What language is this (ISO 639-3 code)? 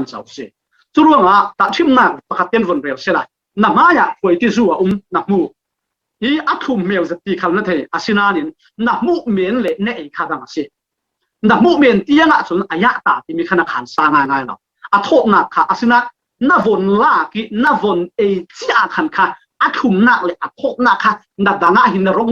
cfm